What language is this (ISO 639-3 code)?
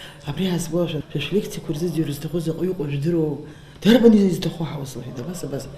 abk